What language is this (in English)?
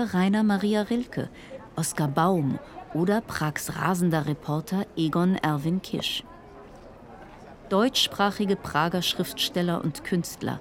German